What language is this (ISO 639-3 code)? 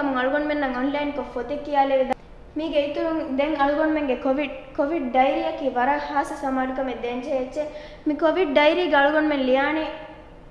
div